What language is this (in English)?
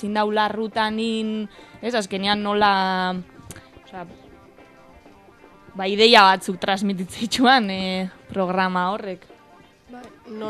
Basque